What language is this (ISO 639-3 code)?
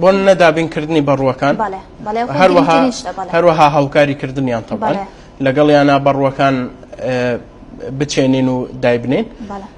ckb